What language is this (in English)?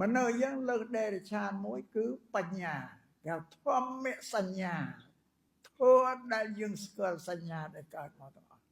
Khmer